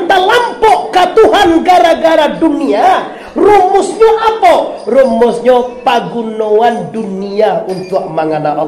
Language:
Minangkabau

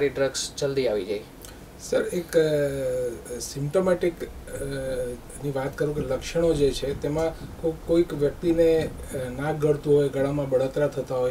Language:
Gujarati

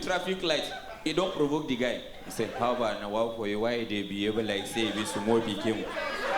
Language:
Nigerian Pidgin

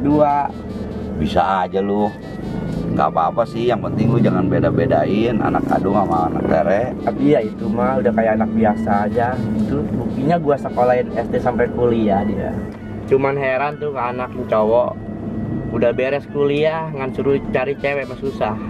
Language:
Betawi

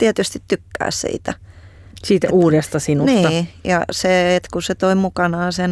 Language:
Finnish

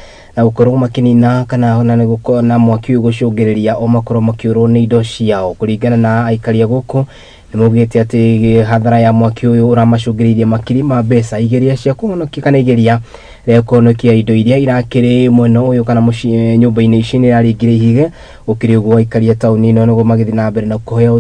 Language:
Kikuyu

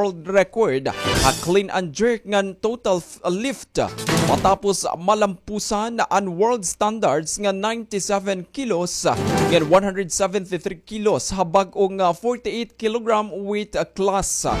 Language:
Waray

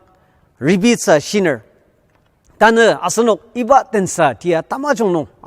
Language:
Ao Naga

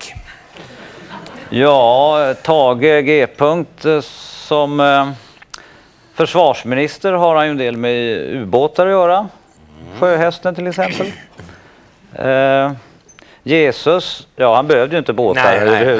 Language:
Swedish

